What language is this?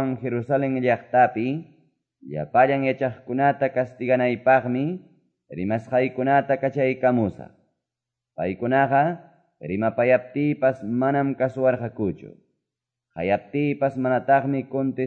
Quechua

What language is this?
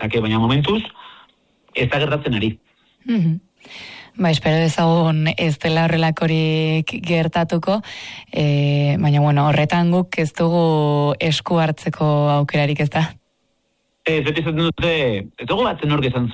Basque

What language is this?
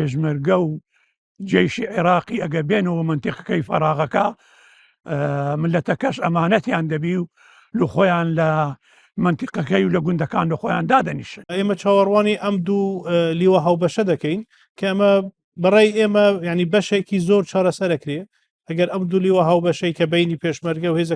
Central Kurdish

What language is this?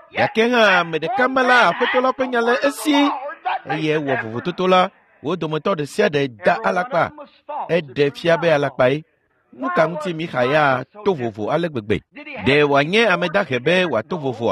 Ewe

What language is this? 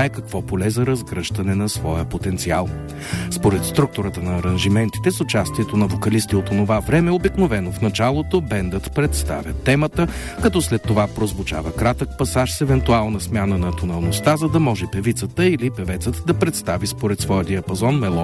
Bulgarian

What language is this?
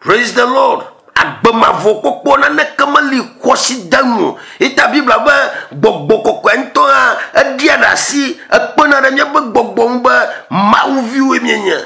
Ewe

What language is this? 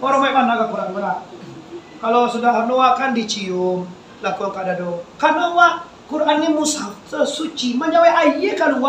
Minangkabau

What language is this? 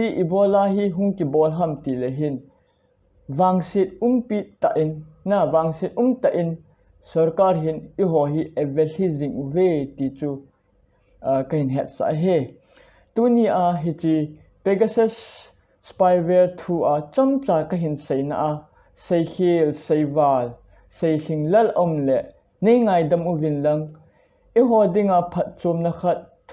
Thado Chin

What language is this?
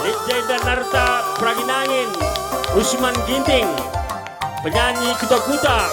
Batak Karo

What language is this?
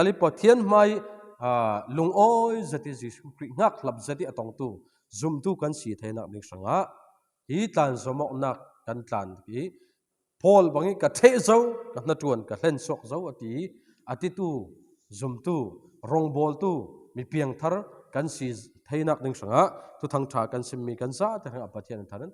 Falam Chin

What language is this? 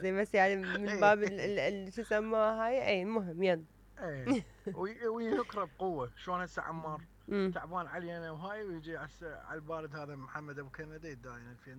Mesopotamian Arabic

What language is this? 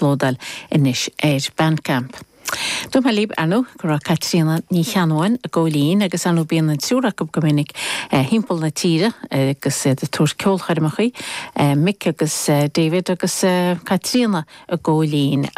Irish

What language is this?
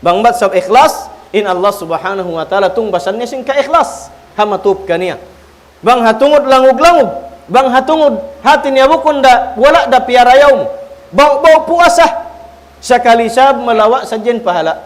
Tausug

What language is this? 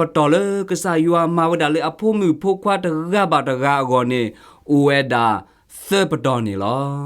S'gaw Karen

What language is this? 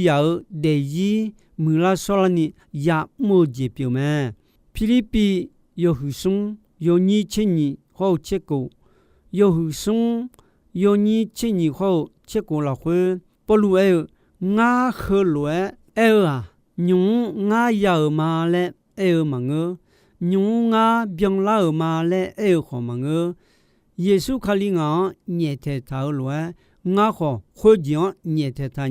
Akha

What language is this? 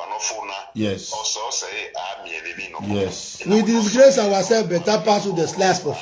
Nigerian Pidgin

